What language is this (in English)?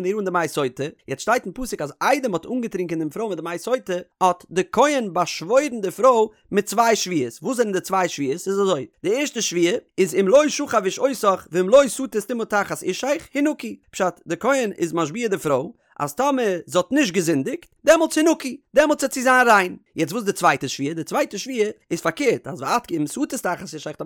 Yiddish